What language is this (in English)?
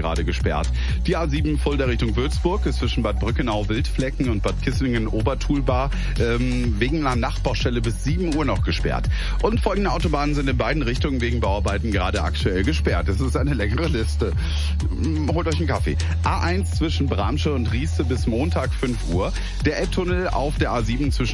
German